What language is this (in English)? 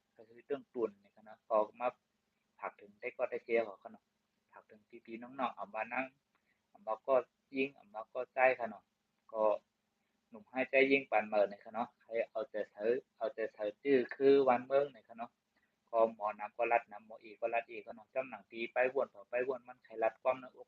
Shan